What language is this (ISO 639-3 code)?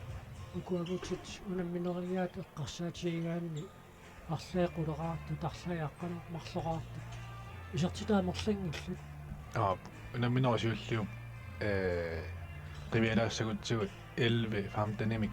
kal